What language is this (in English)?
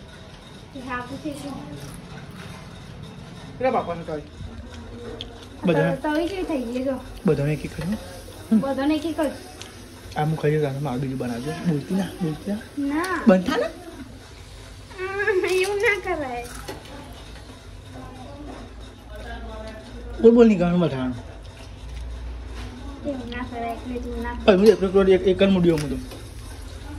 Gujarati